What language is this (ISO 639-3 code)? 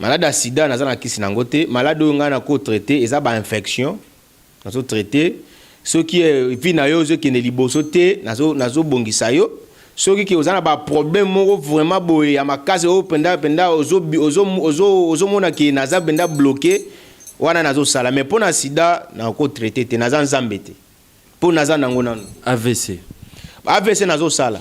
lin